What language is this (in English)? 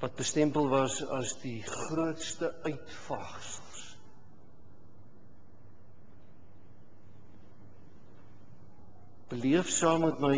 Afrikaans